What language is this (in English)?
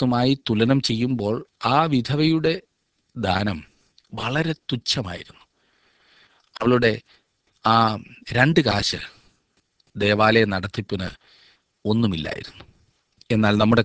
Malayalam